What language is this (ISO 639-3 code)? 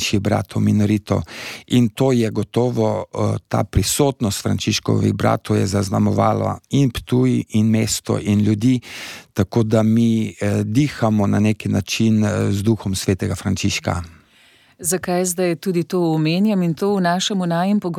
slv